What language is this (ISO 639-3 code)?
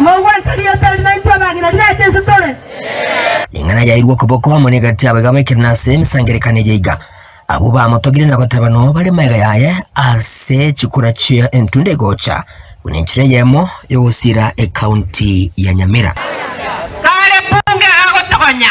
guz